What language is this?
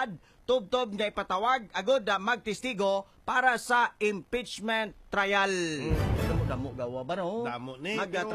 Hiligaynon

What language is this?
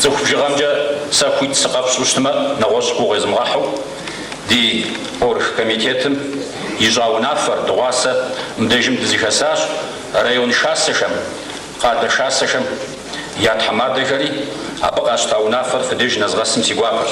Kabardian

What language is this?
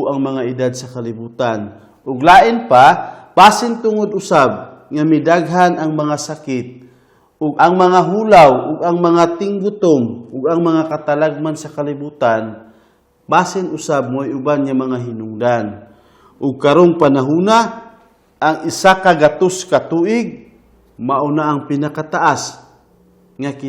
Cebuano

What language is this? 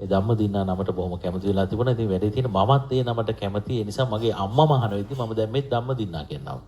Sinhala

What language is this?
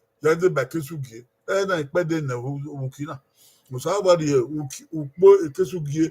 Bini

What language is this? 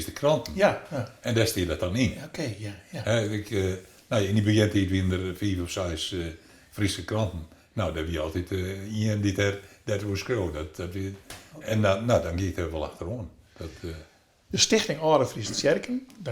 Western Frisian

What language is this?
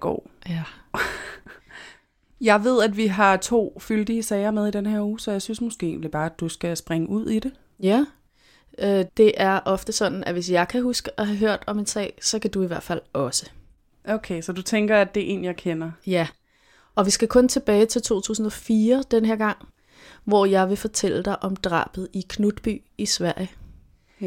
Danish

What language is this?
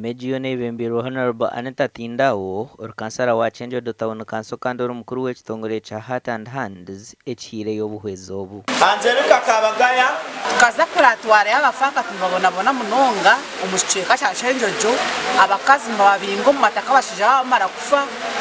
Nyankole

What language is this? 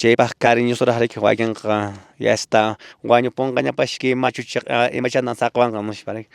Quechua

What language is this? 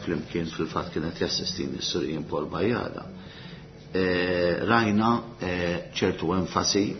Maltese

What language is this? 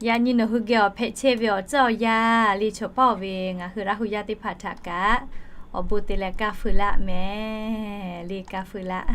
Lahu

